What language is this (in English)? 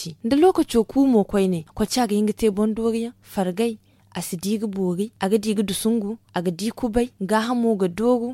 Zarma